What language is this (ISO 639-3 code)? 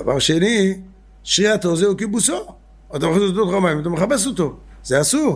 heb